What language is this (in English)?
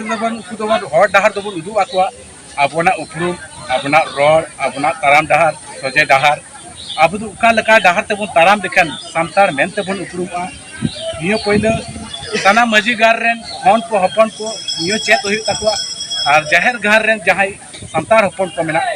Santali